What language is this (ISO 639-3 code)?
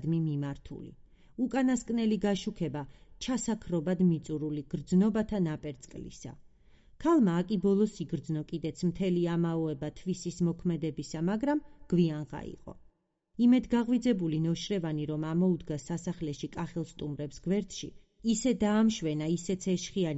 kat